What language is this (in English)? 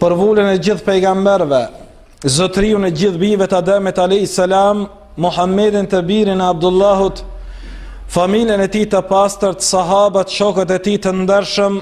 Albanian